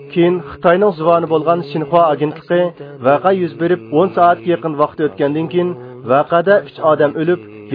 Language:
Uyghur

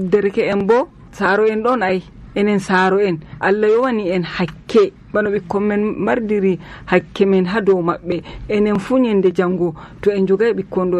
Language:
Nigerian Fulfulde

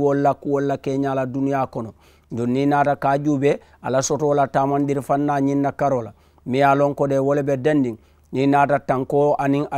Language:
Mandingo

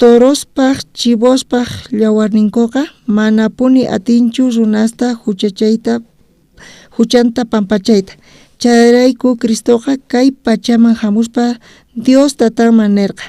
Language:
South Bolivian Quechua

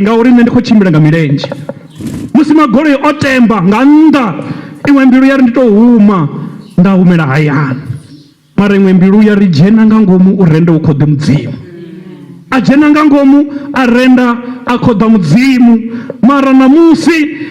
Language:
Venda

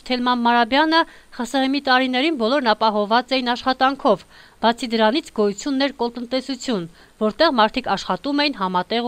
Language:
Armenian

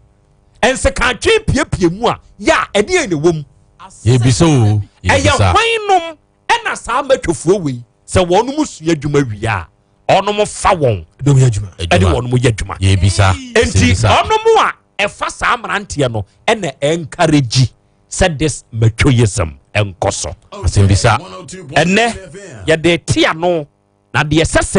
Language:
Akan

